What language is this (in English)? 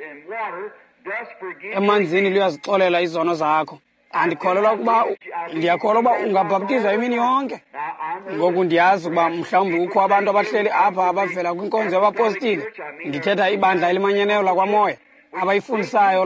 Xhosa